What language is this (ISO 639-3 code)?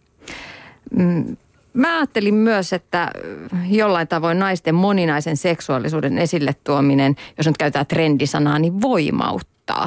fin